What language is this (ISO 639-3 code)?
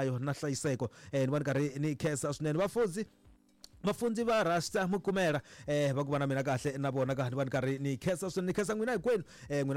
tso